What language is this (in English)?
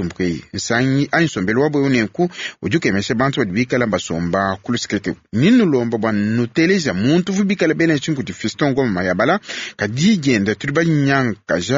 Luba-Lulua